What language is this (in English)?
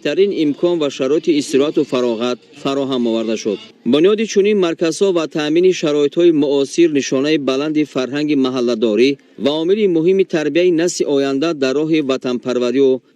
Tajik